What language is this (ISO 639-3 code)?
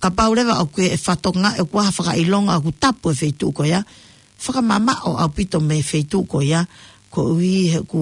ton